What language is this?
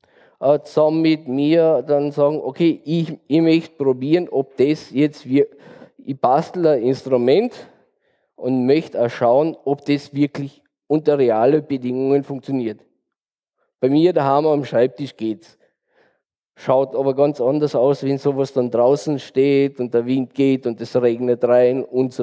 German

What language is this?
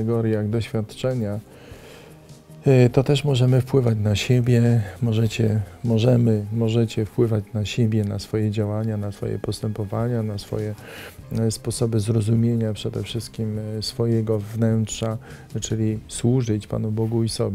Polish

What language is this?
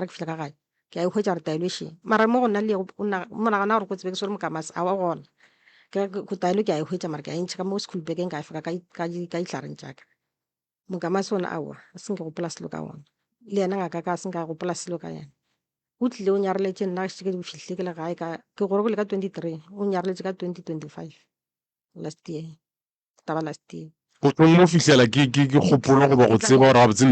Northern Sotho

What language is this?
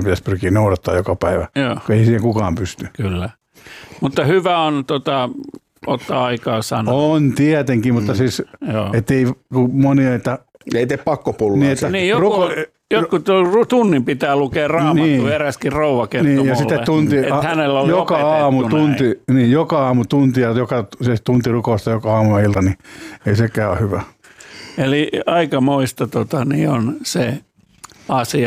Finnish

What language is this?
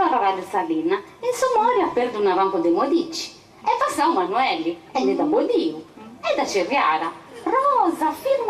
Sardinian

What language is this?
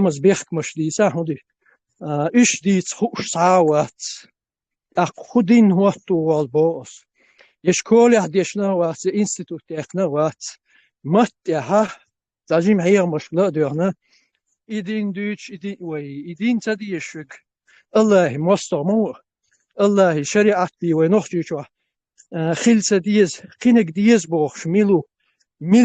Chechen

